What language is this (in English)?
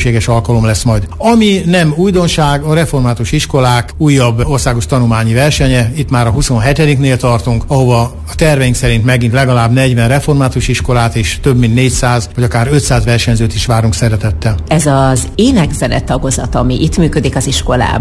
Hungarian